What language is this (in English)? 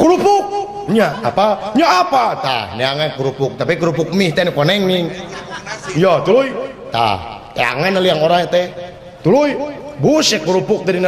Sundanese